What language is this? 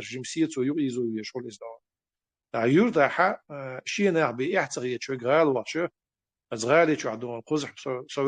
Chechen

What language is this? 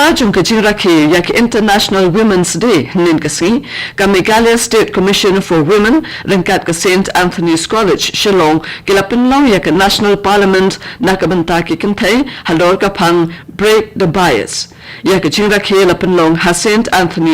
Khasi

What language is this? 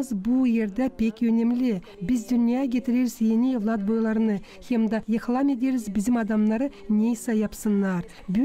Gagauz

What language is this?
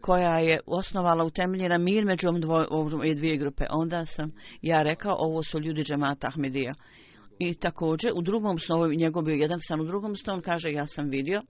Bosnian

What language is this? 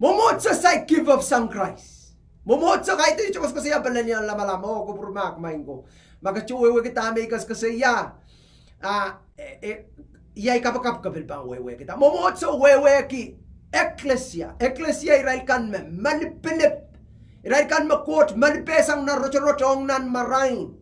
Pohnpeian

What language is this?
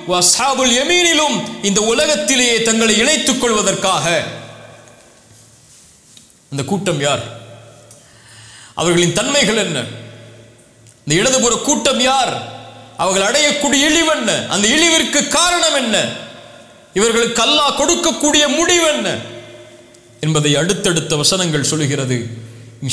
Tamil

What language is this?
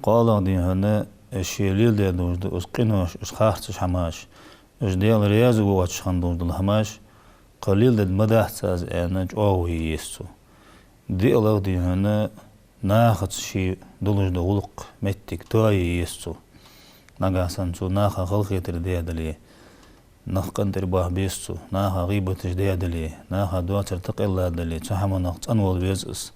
Ingush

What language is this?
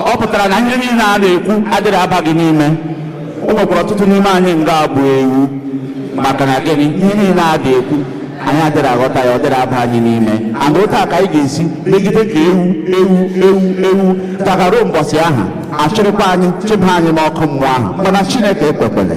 Igbo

